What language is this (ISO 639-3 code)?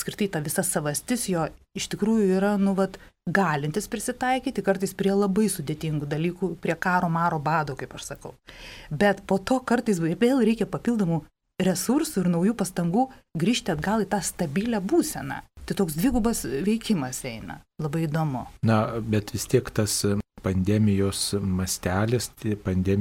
lit